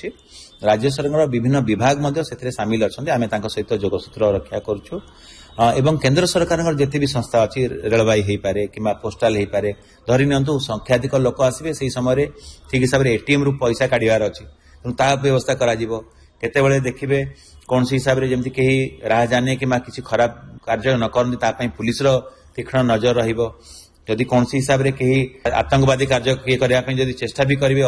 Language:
Odia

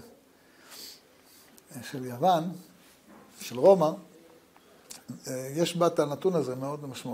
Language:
Hebrew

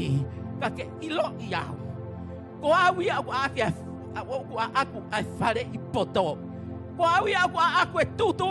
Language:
Tongan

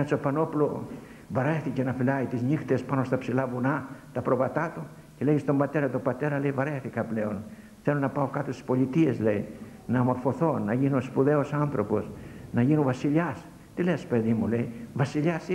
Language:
Greek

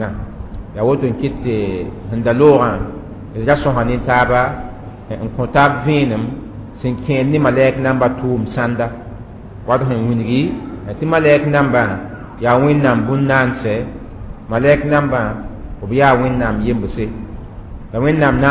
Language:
Mossi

